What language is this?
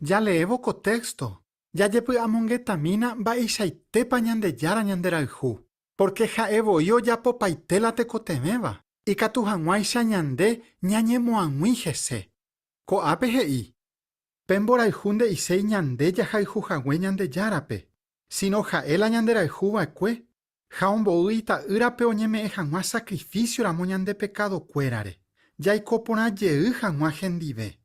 Guarani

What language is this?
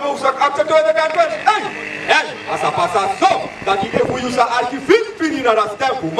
Sranan Tongo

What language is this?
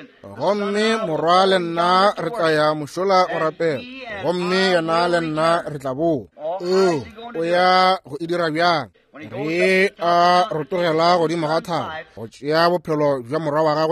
Northern Sotho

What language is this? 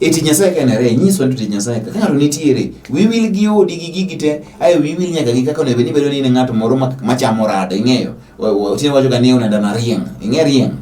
Luo (Kenya and Tanzania)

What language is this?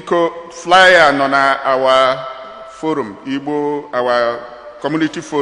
Igbo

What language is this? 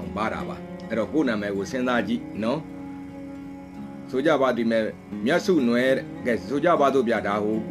Burmese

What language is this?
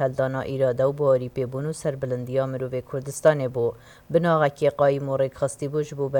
Kurdish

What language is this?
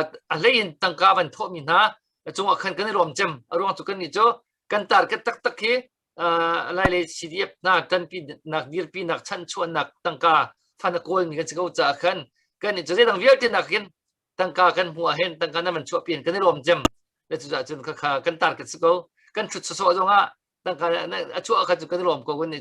Hakha Chin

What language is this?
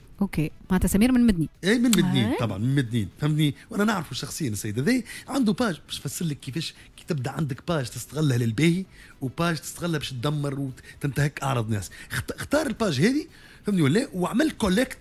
Tunisian Arabic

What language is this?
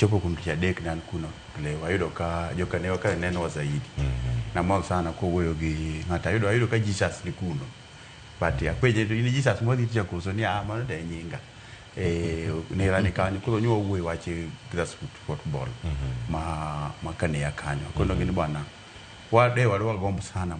Luo (Kenya and Tanzania)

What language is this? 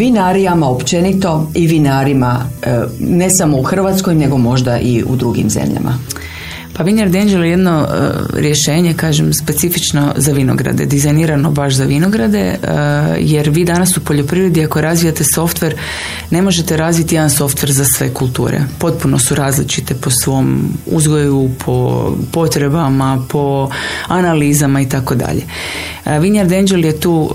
Croatian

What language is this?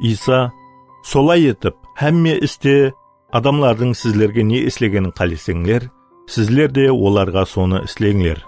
Kara-Kalpak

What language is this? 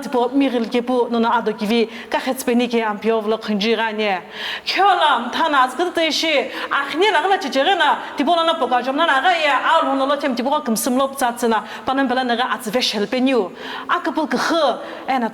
Sumi Naga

